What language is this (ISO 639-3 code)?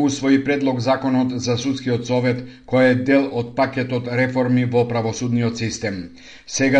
mkd